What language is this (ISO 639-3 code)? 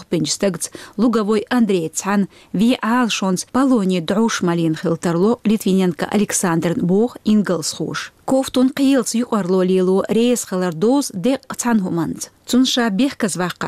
che